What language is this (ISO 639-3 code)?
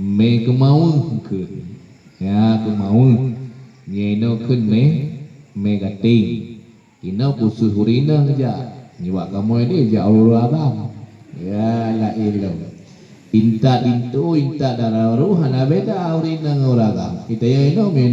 ace